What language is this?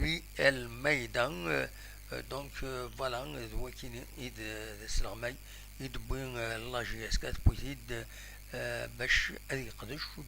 Kabyle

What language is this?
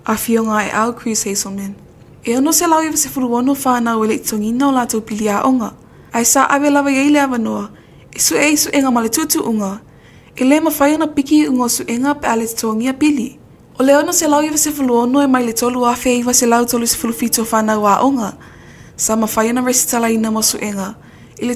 Samoan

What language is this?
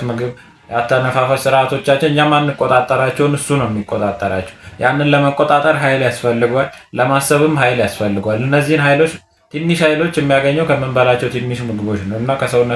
Amharic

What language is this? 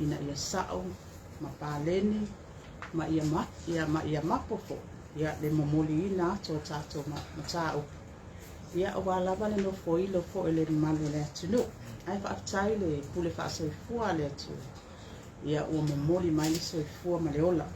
Samoan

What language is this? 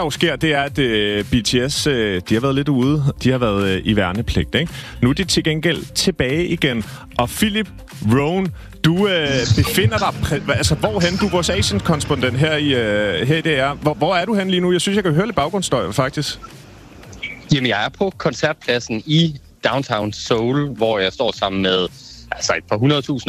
Danish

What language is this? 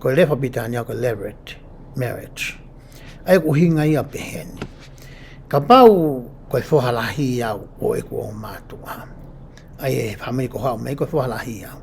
Tongan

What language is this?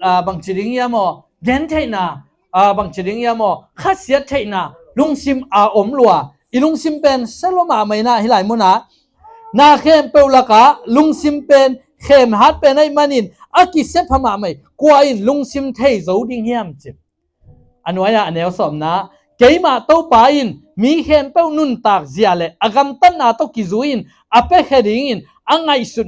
Tedim Chin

